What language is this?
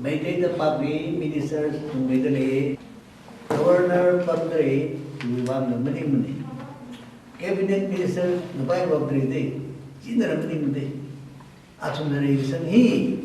Tangkhul Naga (India)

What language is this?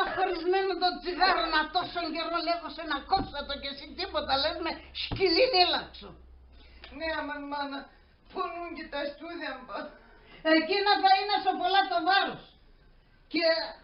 Pontic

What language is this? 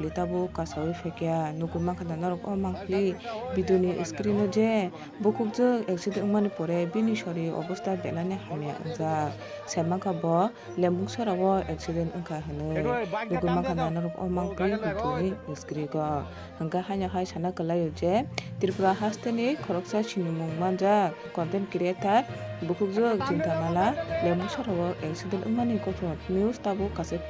Kok Borok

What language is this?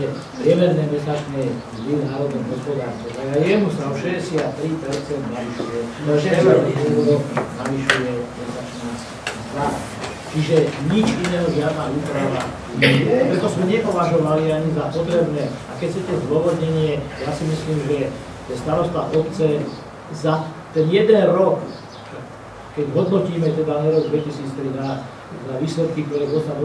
Slovak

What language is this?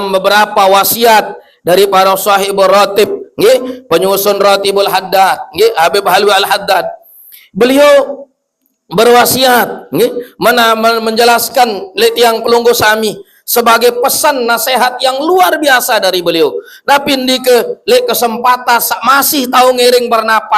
Sasak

